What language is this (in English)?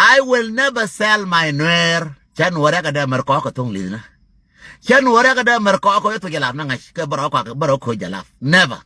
Nuer